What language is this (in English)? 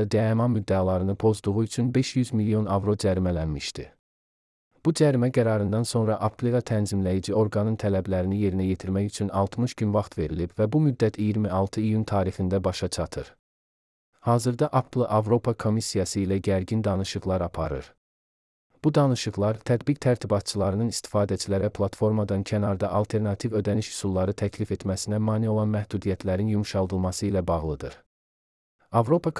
Azerbaijani